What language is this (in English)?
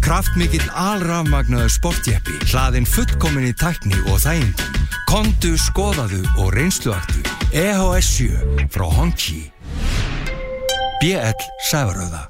Icelandic